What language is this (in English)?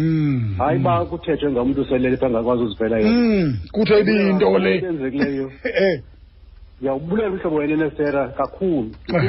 Xhosa